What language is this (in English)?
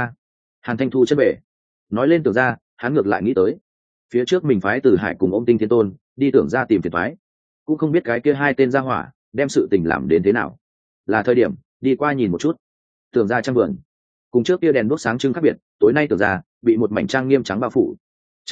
Vietnamese